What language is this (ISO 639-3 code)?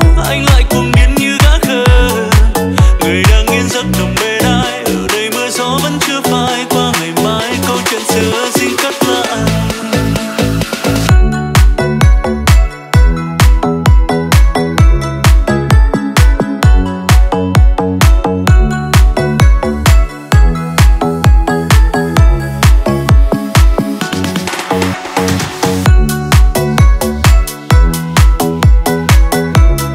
vie